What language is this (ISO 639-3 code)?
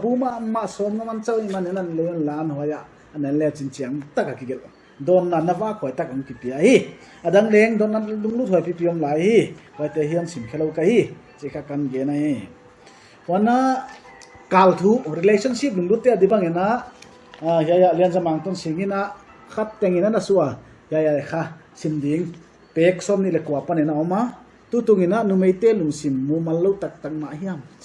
pck